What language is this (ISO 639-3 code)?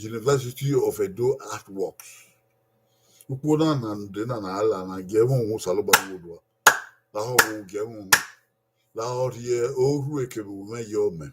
bin